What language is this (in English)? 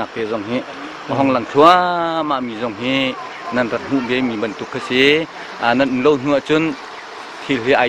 Hakha Chin